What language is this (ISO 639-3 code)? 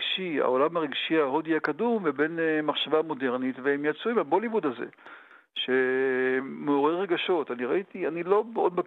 heb